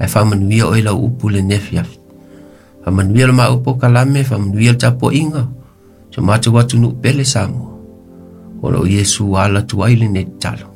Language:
Samoan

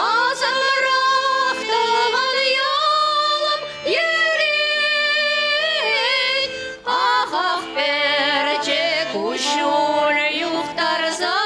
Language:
Chuvash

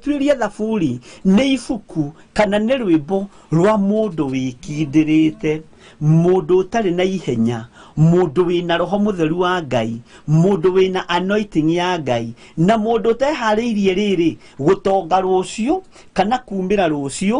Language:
Kikuyu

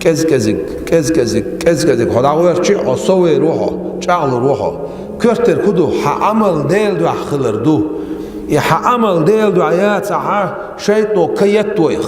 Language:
Chechen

